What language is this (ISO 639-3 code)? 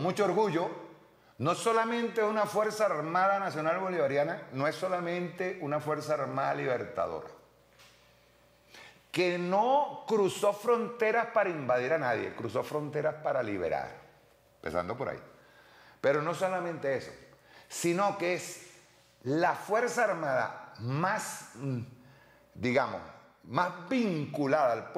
spa